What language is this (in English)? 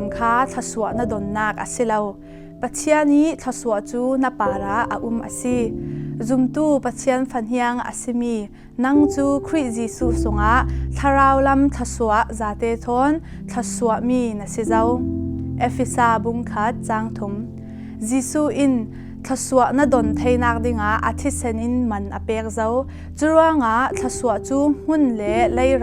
Falam Chin